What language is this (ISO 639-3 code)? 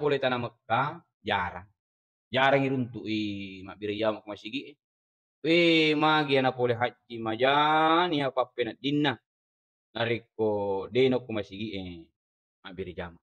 bug